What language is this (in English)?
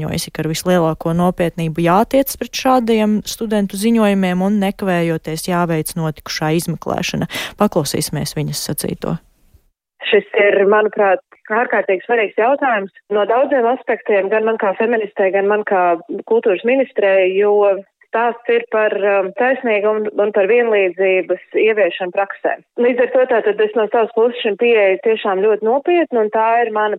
Latvian